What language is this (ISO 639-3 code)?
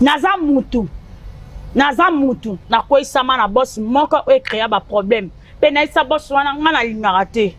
lin